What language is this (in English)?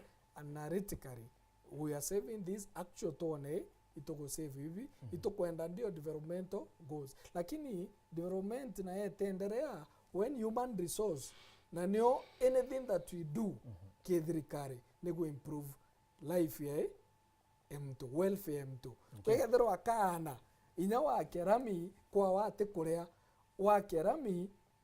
Meru